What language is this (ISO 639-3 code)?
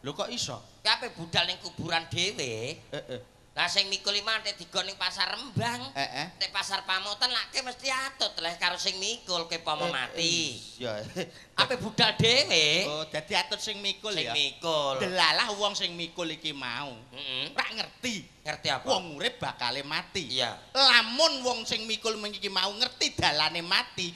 jav